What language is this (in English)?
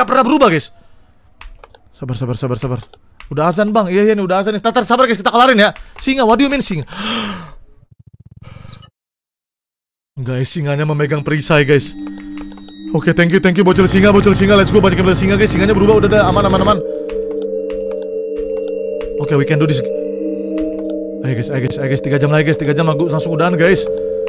Indonesian